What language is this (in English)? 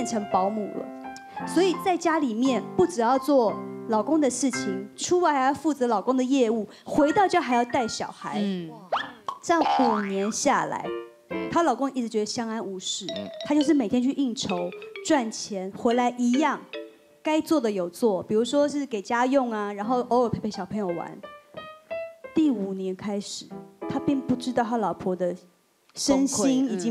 Chinese